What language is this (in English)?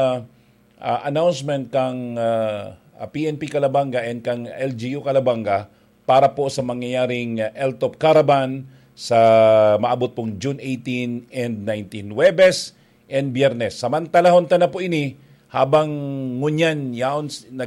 Bikol